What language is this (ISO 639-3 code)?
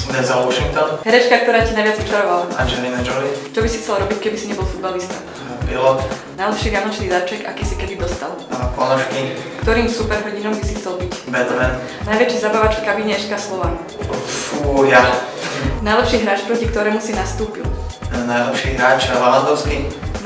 slk